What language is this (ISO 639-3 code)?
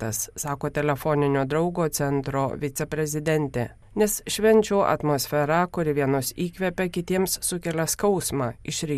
lit